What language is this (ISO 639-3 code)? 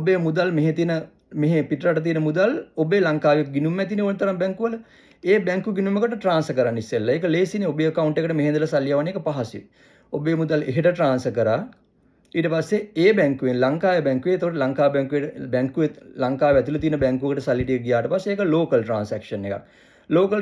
sin